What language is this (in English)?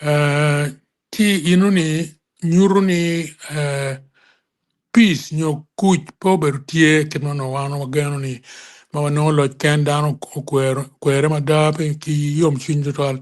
Acoli